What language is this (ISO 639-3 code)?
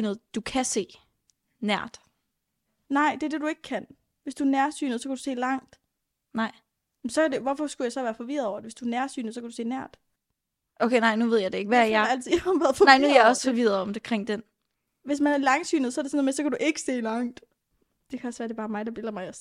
dan